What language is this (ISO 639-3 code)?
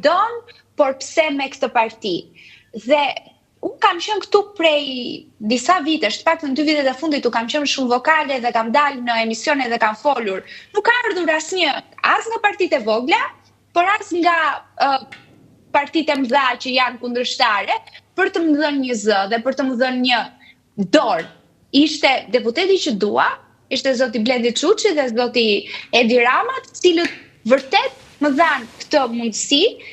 sqi